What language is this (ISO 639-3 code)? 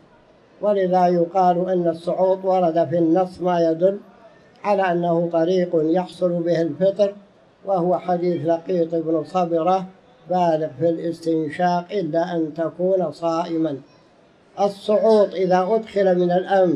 ara